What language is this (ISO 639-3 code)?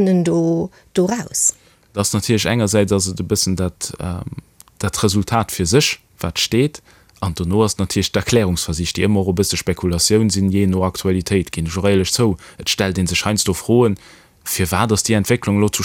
ltz